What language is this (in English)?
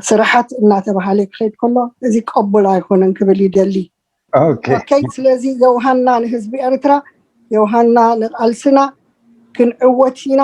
Tigrinya